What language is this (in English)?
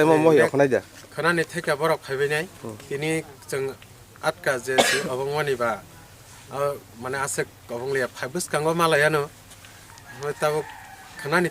Kok Borok